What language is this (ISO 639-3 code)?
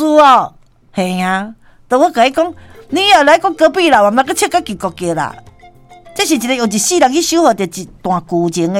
nan